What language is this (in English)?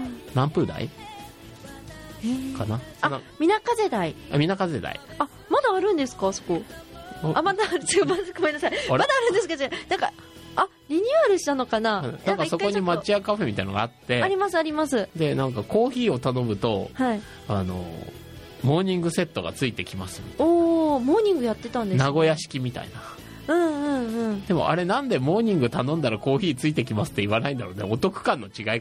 Japanese